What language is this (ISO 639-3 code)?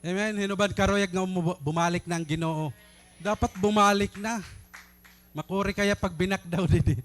war